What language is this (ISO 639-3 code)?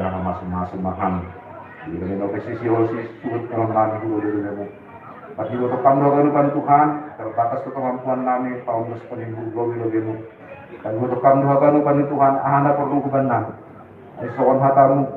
bts